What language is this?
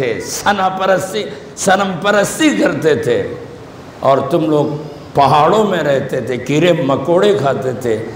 Urdu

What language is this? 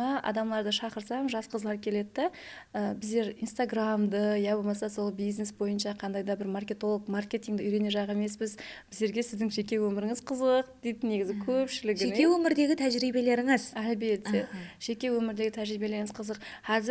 Kara-Kalpak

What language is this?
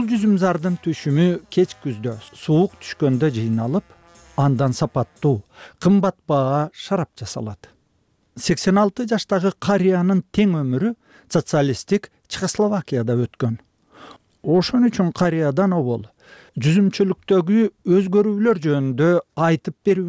Kyrgyz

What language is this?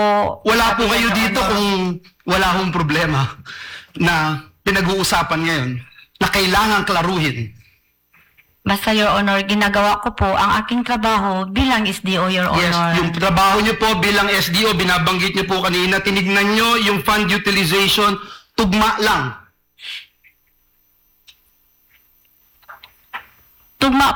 Filipino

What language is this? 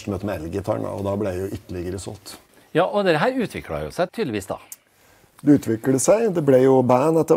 Norwegian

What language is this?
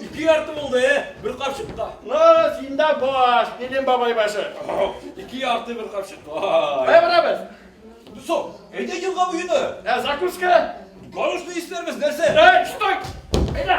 Bashkir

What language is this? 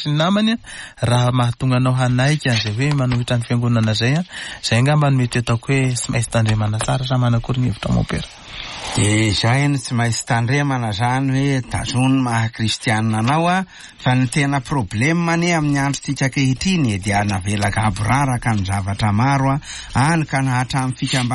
Malagasy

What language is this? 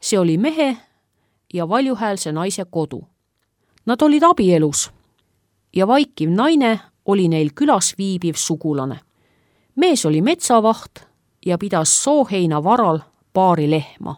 Estonian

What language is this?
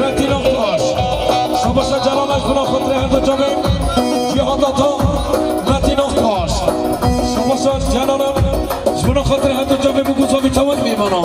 Kurdish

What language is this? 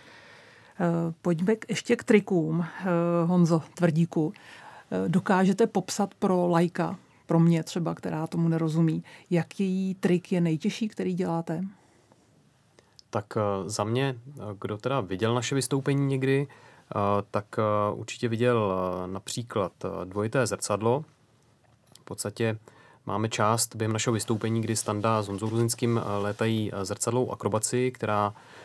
Czech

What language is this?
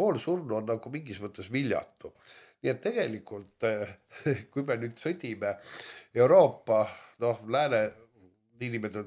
Estonian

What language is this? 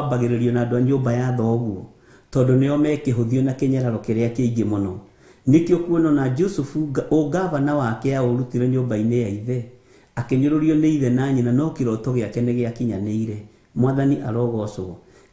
Kikuyu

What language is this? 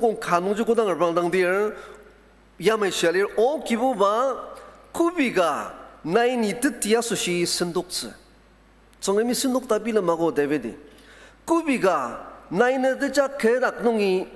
Ao Naga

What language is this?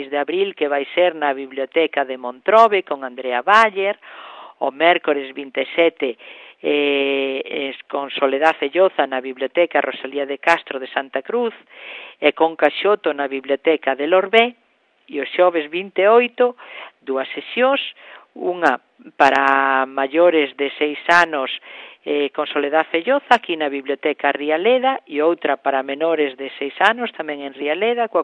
Galician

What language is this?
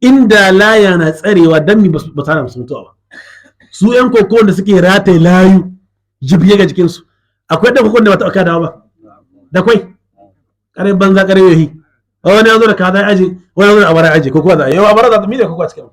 Hausa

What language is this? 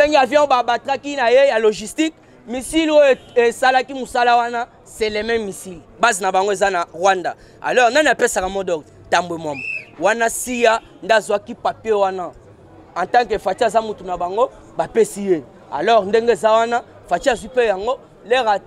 Lingala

